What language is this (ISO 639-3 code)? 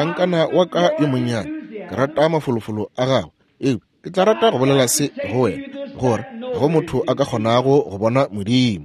nso